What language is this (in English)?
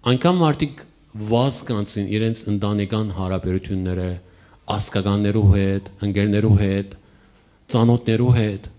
Western Armenian